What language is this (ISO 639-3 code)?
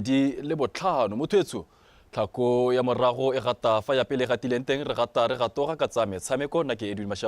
tsn